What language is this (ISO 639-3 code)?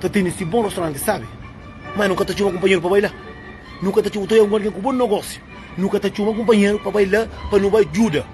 kea